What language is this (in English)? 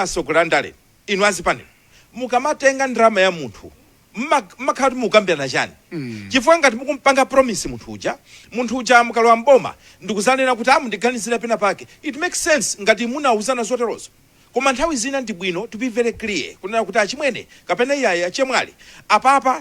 Nyanja